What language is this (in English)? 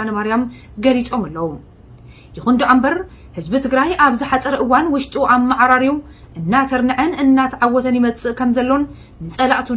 Tigrinya